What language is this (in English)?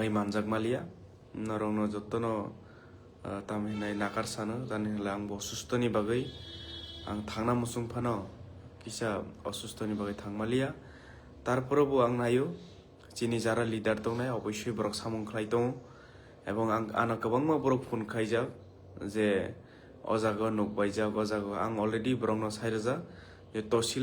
Kok Borok